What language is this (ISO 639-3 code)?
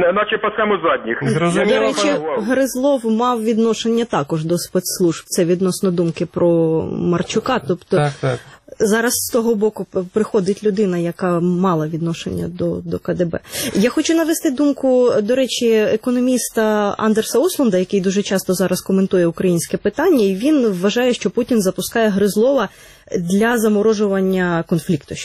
ukr